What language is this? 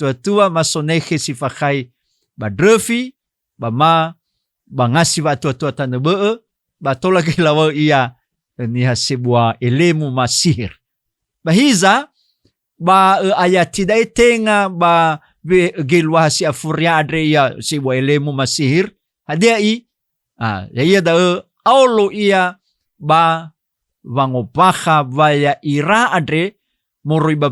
Nias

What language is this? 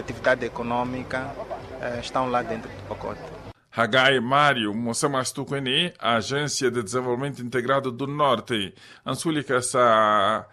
Makhuwa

